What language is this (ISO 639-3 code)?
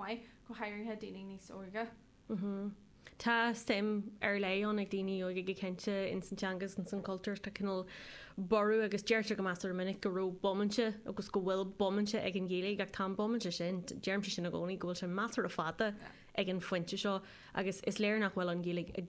gle